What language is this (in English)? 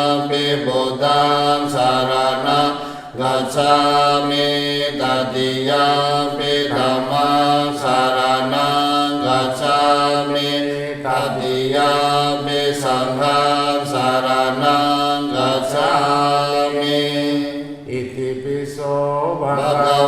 Pali